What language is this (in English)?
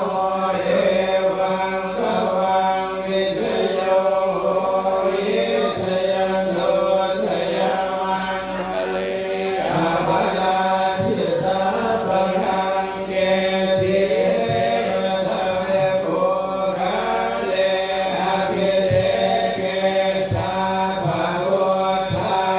Pali